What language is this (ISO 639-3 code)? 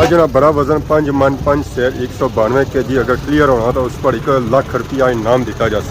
phr